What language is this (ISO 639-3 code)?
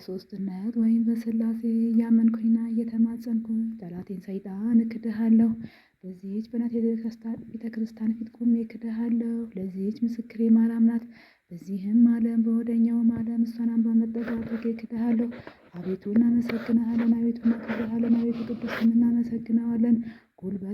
amh